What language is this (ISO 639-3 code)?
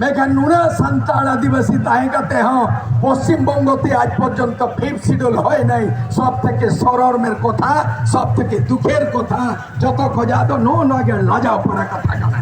sat